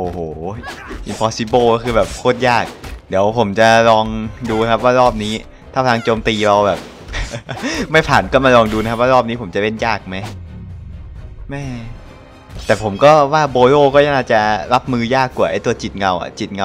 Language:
Thai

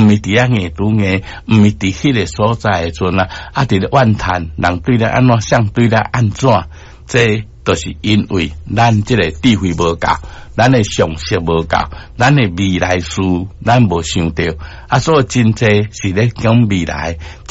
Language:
Min Nan Chinese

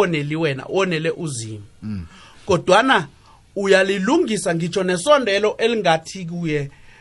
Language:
South Ndebele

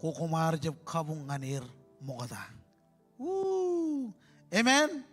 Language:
Marshallese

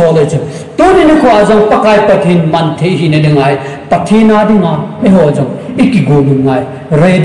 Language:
Thado Chin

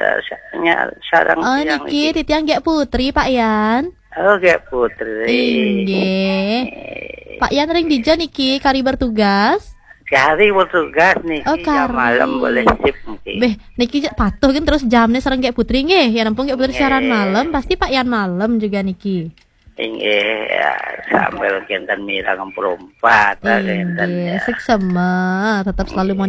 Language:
Balinese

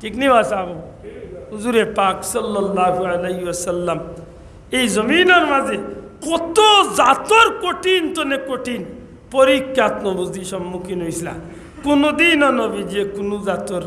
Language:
Sylheti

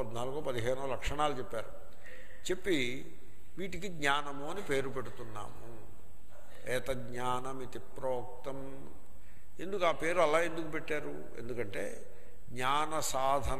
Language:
Telugu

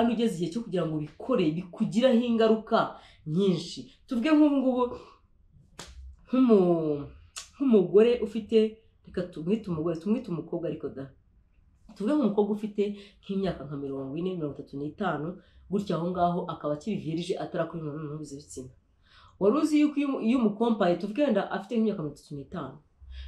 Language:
Kinyarwanda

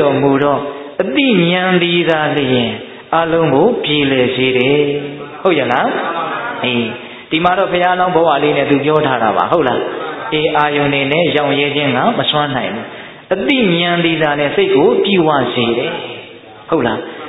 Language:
Burmese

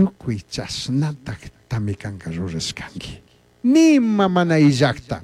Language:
Chimborazo Highland Quichua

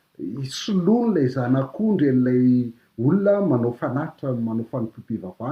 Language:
Malagasy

